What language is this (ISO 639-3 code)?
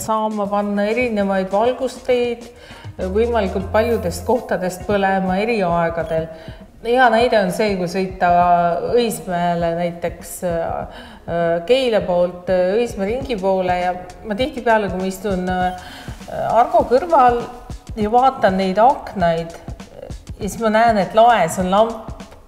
est